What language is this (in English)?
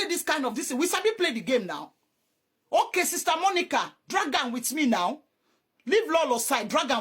Nigerian Pidgin